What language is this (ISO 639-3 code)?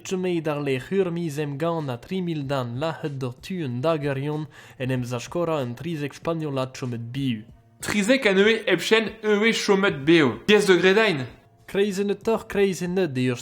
bre